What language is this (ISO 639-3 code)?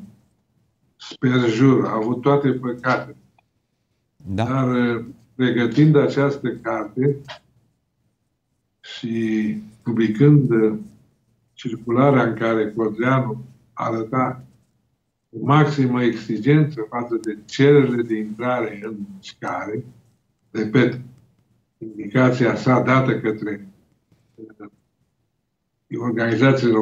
ron